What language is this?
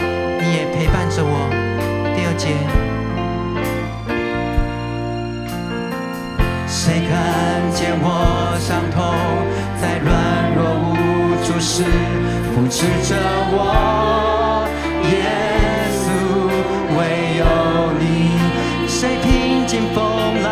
Chinese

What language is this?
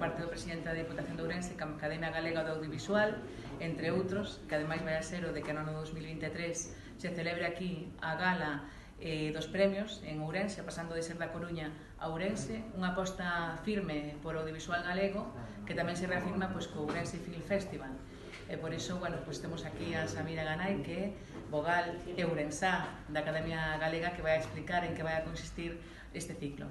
Galician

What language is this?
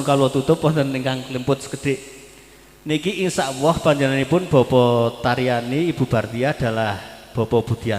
Javanese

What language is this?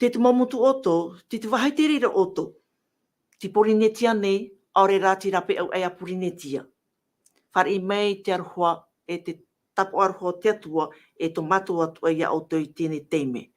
Tahitian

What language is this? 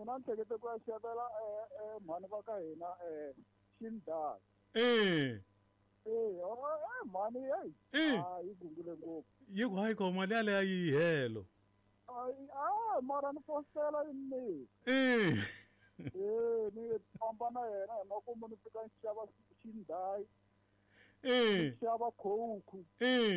Tsonga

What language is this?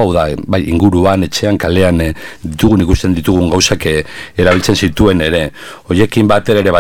Basque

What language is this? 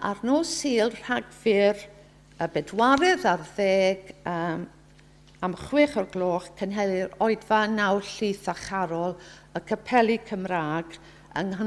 Welsh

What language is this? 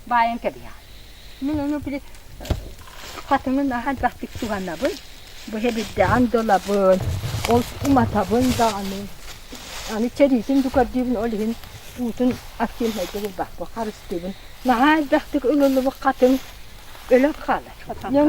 Yakut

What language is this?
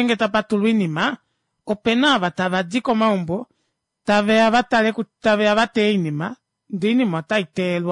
Kuanyama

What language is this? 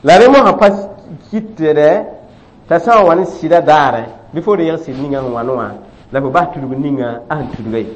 Mossi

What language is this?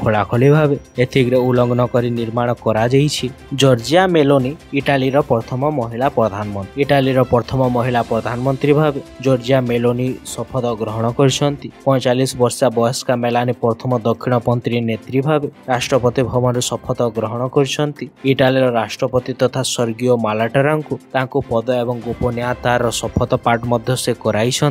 Odia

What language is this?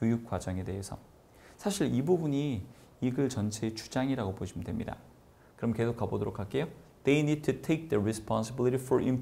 Korean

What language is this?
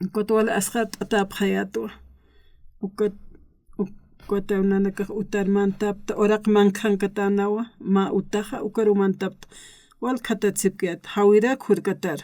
Aymara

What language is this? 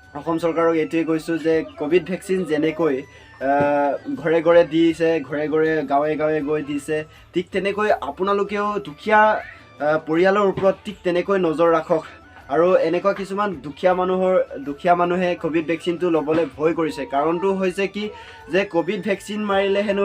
Assamese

